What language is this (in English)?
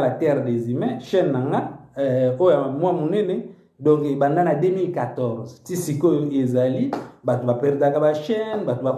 Lingala